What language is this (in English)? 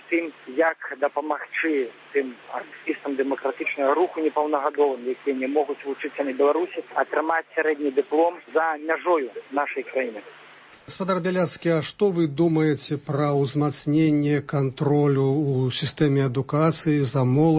Belarusian